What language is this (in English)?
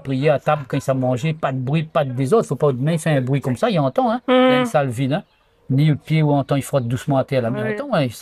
Réunion Creole French